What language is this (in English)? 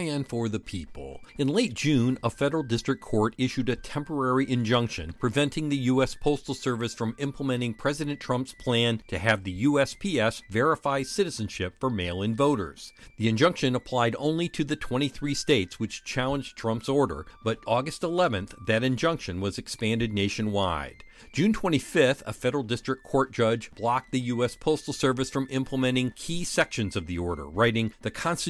English